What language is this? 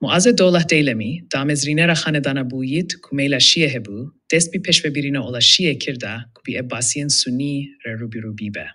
Kurdish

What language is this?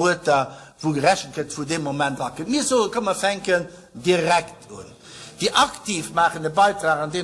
Luxembourgish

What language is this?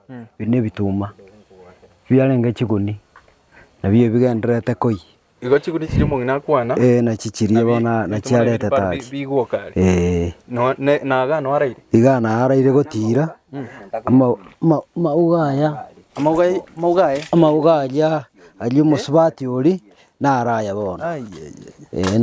Gusii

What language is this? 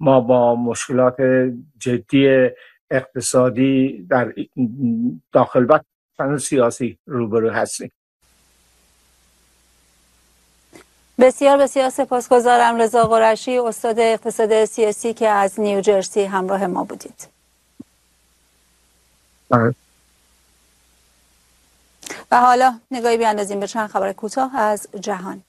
Persian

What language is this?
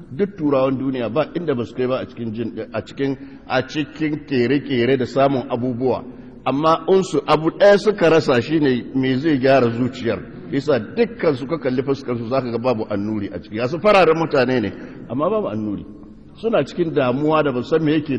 Hausa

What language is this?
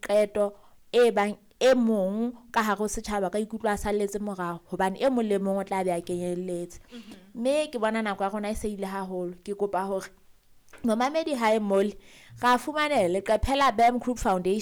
Southern Sotho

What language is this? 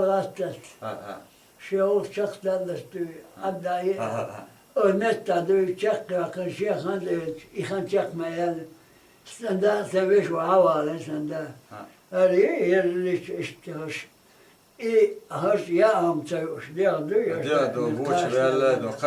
Chechen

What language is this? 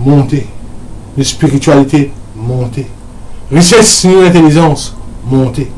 Morisyen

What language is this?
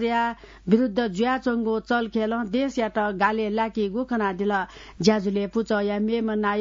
Newari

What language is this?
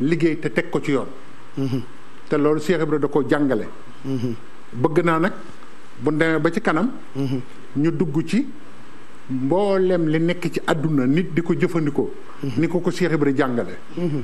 Wolof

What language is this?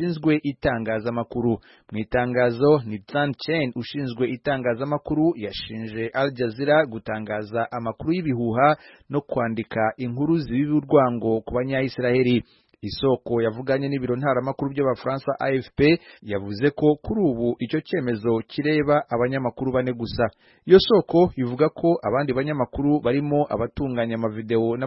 Kinyarwanda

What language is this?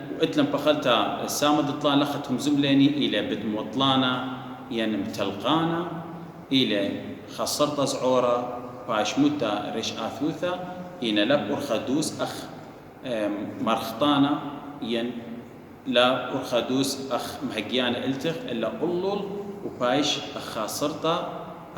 Assyrian Neo-Aramaic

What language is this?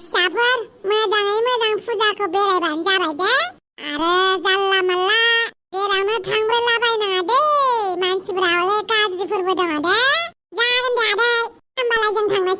Bodo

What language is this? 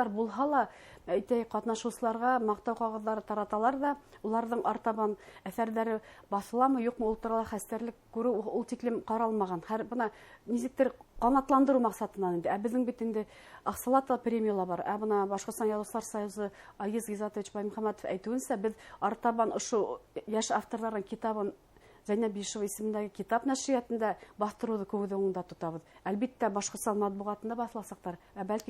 Bashkir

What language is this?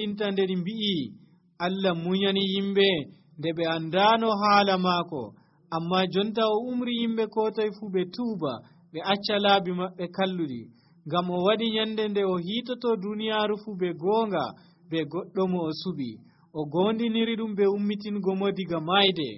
Nigerian Fulfulde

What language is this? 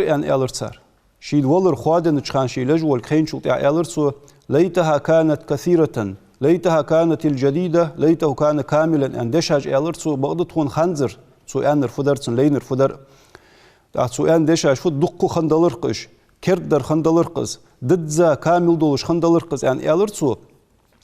Ingush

